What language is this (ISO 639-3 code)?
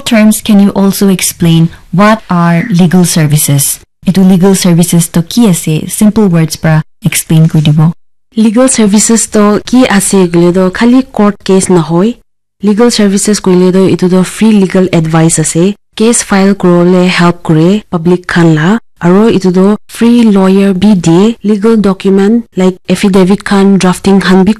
nag